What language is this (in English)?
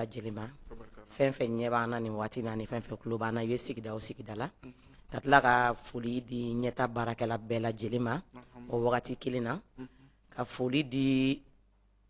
Bambara